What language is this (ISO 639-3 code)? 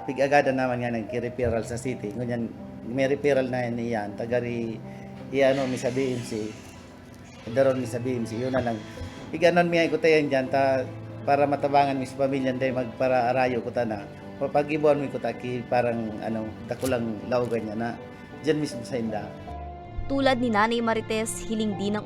bik